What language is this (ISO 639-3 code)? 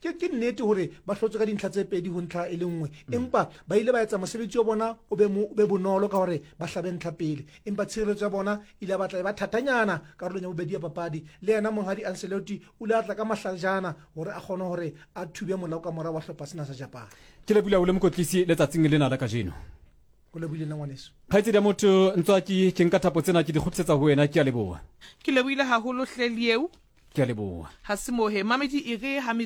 sot